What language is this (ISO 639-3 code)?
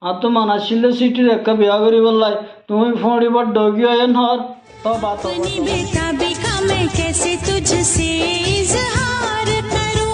rhg